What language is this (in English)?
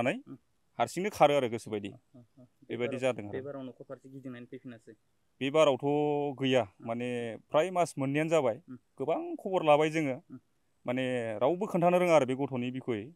Bodo